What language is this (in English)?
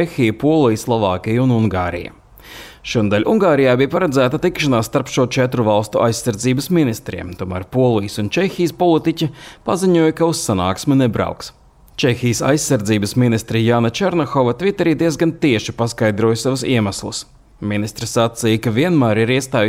Latvian